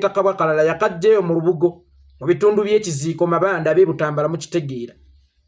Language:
Ganda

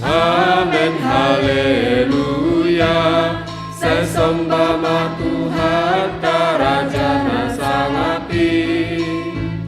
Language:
Batak Simalungun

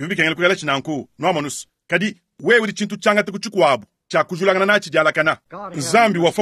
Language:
Luba-Lulua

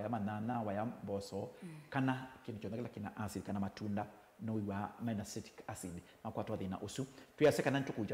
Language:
Kamba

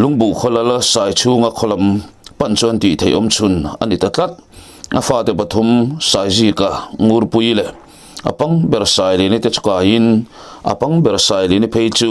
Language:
Mizo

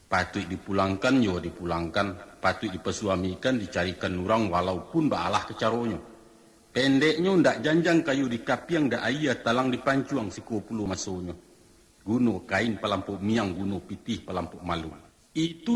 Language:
Minangkabau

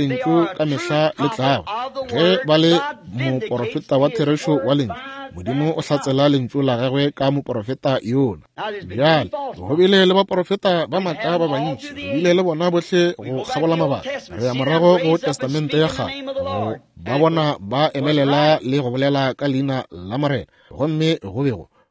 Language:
Northern Sotho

